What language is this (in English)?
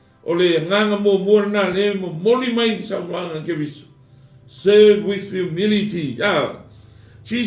Samoan